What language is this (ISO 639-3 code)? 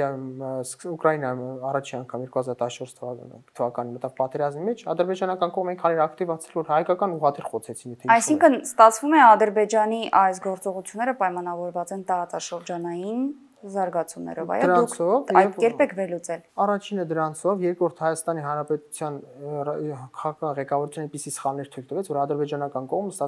hye